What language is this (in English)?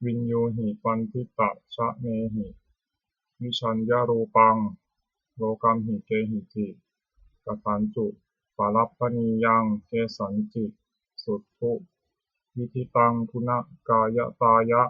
Pali